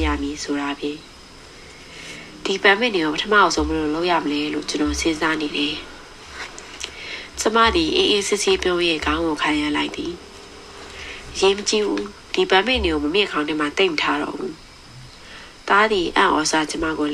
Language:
Burmese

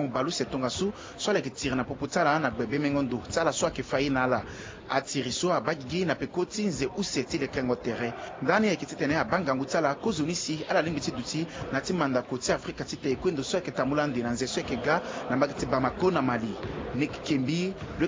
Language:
Sango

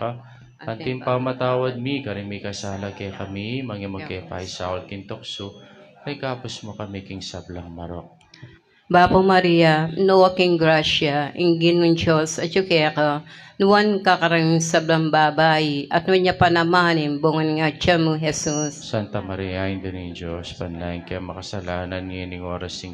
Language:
Pampanga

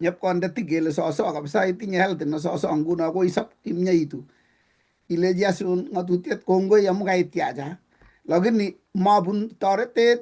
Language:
Kalenjin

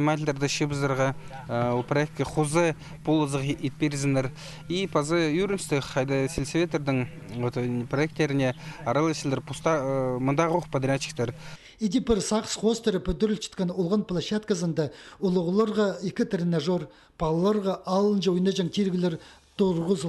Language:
Khakas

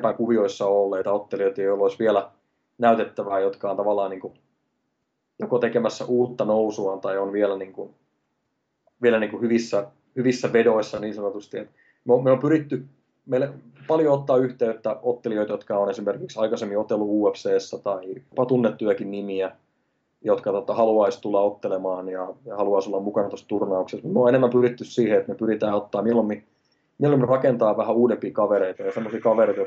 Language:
Finnish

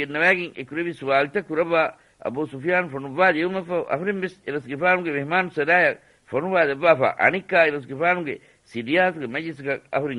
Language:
Divehi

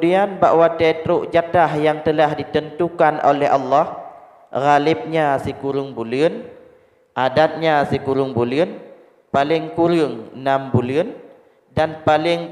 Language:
Achinese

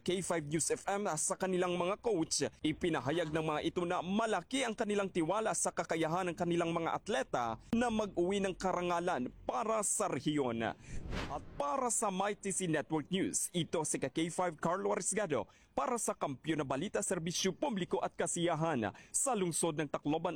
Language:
Filipino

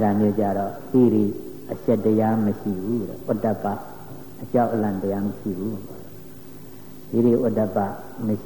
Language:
Burmese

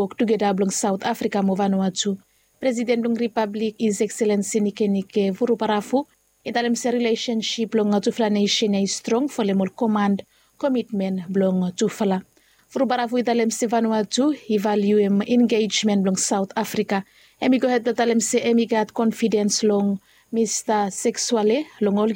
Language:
Bislama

